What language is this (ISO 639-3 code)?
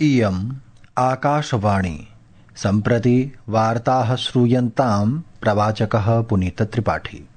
san